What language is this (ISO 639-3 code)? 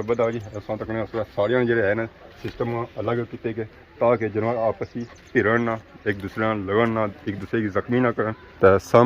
phr